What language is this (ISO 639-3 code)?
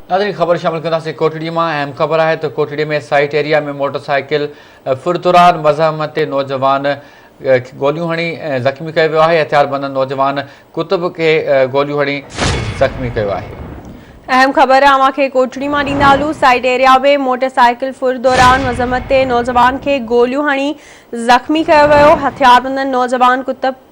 snd